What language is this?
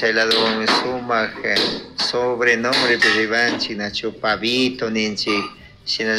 Chimborazo Highland Quichua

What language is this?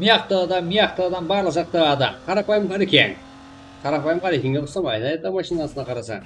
Kara-Kalpak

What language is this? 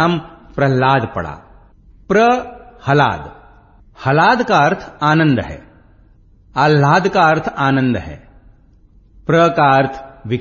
Hindi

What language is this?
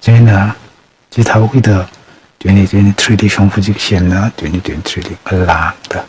Tangkhul Naga (India)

